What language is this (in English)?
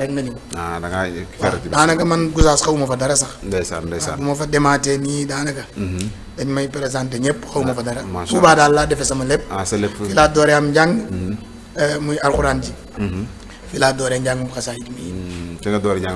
Wolof